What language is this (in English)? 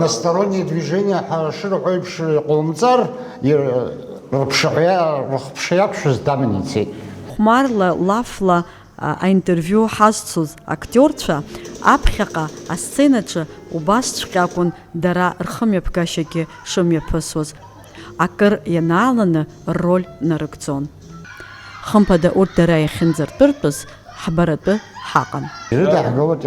Abkhazian